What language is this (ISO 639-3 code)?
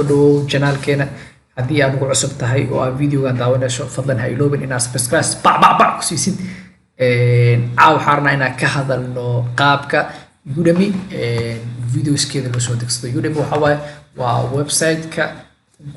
som